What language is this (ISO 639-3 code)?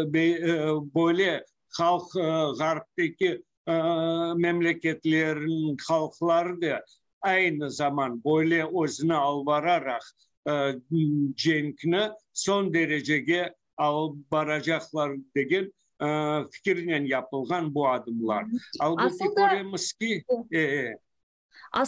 crh